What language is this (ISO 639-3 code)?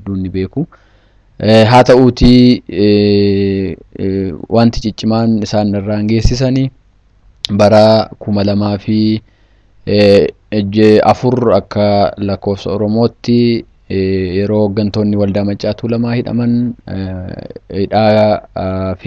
orm